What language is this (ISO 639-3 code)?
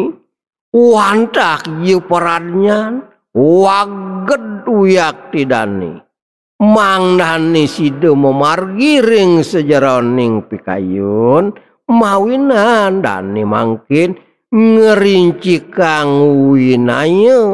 ban